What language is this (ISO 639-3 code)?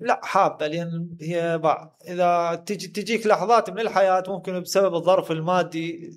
acm